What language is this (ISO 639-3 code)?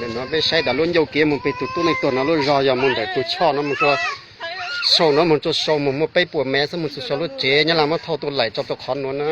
hmn